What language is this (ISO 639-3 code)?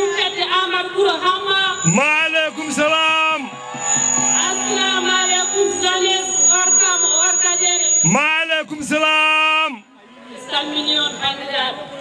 ful